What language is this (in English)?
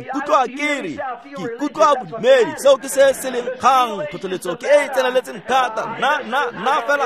Tswana